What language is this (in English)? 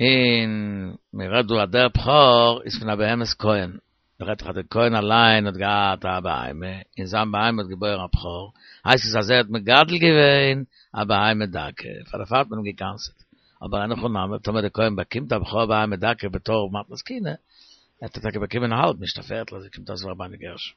Yiddish